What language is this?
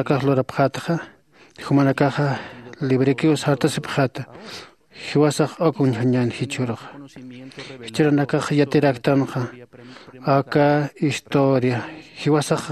Aymara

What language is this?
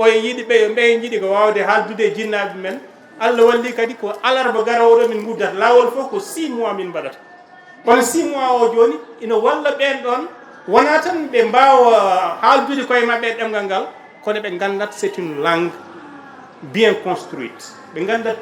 Fula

